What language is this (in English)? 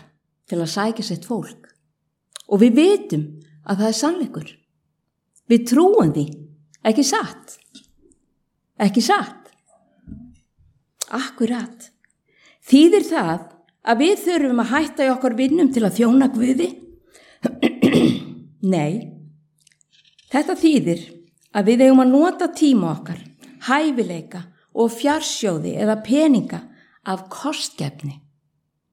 Icelandic